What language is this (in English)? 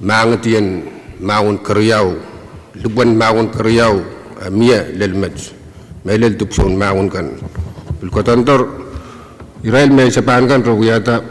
Pohnpeian